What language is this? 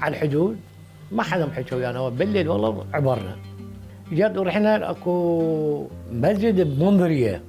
Mesopotamian Arabic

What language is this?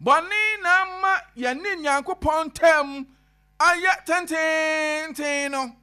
Akan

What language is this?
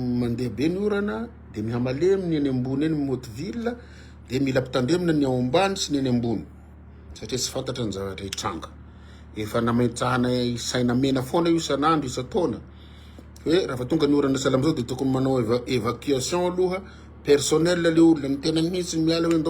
Malagasy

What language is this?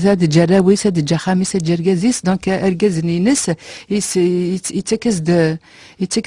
Kabyle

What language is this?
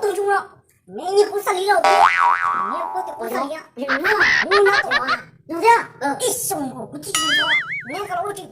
Hmong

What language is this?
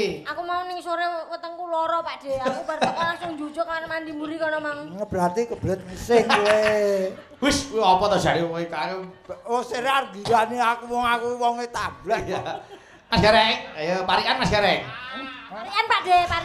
Javanese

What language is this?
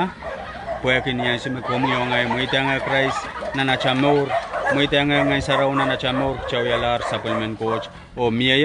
Pohnpeian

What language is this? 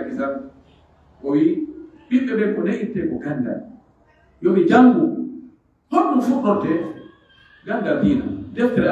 Pular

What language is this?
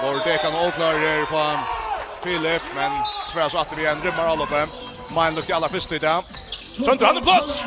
Faroese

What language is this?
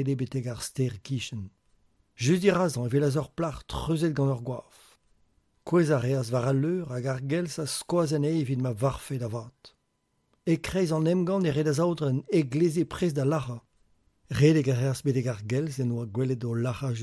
Breton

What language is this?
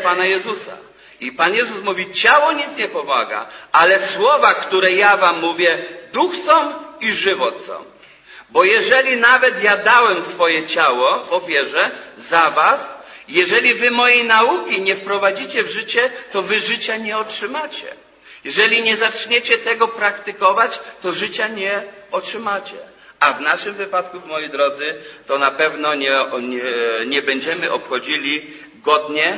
Polish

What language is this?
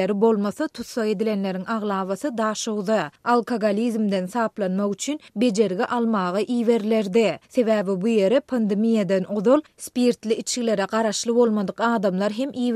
Turkmen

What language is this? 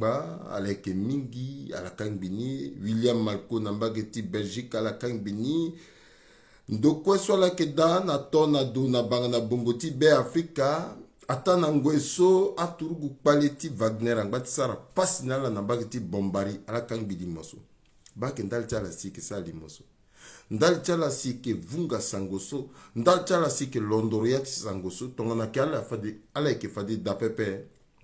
Sango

